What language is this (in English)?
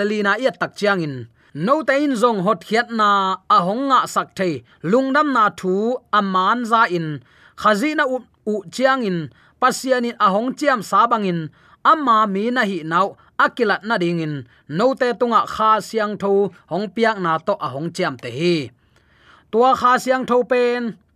Tedim Chin